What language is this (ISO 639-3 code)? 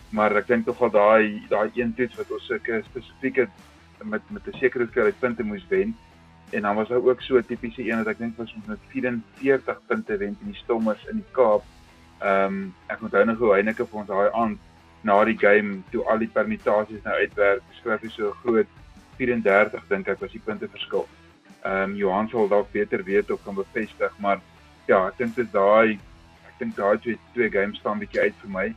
afr